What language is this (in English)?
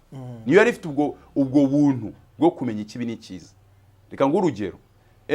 Kinyarwanda